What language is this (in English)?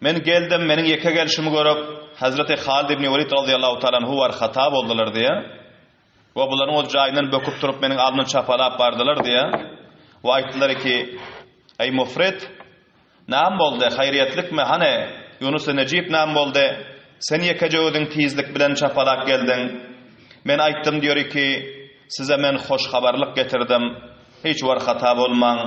Turkmen